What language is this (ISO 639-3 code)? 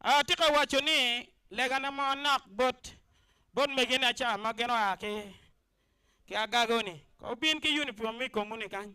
ach